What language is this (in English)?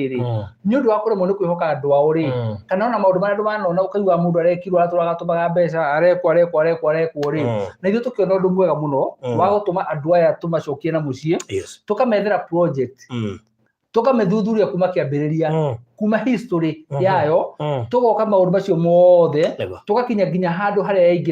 Kikuyu